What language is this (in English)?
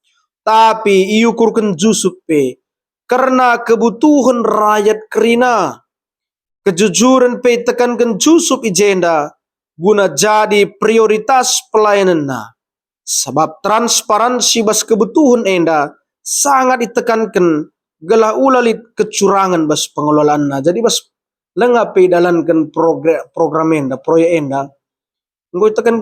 Batak Karo